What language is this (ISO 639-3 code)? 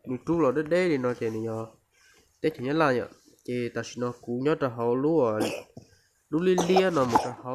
hmn